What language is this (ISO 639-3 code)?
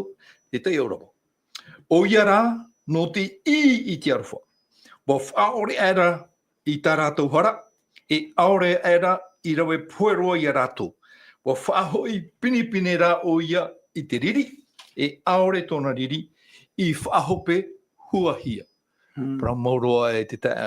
tah